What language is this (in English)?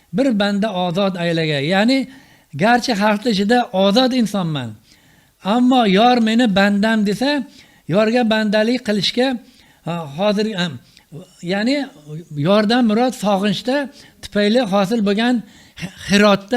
Uzbek